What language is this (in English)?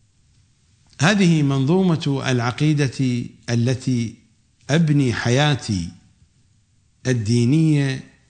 Arabic